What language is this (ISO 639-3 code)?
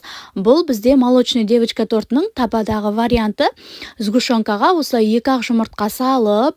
kaz